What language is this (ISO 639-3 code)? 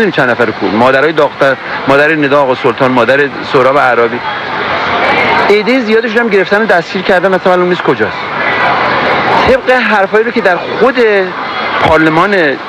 fas